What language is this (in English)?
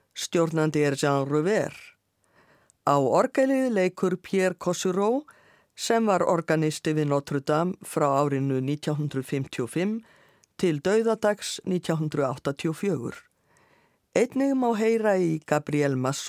Icelandic